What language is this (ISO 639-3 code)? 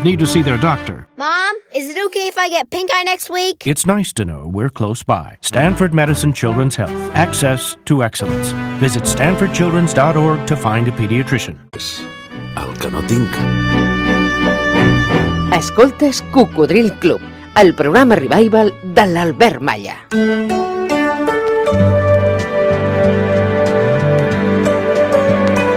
cat